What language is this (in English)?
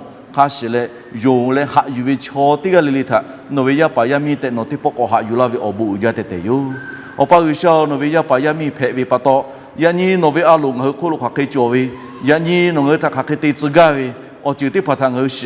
Lahu